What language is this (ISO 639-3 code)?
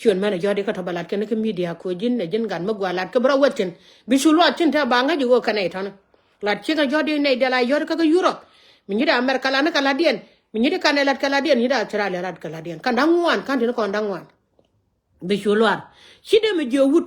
nus